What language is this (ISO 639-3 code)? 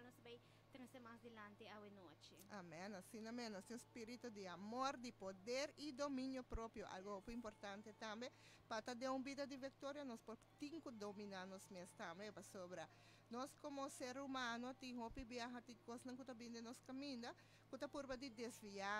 pap